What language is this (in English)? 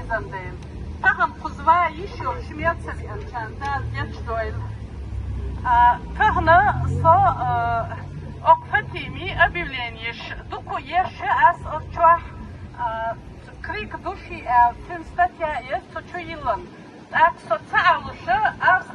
Chechen